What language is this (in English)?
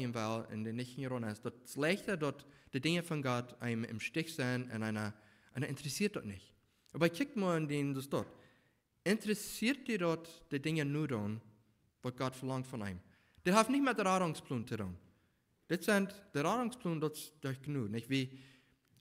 Plautdietsch